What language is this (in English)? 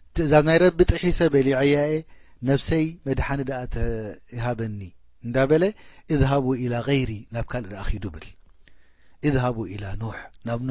Tigrinya